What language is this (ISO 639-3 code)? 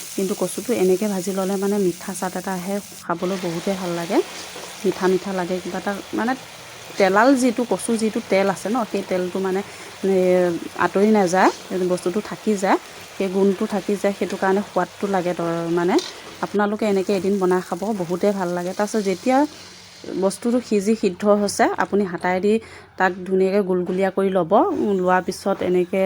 asm